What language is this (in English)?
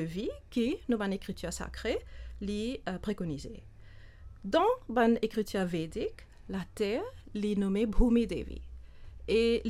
Morisyen